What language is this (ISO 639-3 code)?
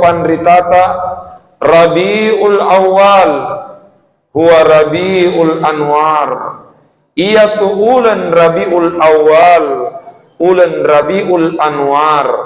bug